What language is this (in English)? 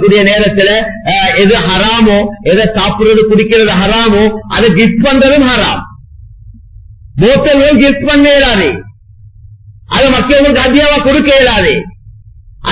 Tamil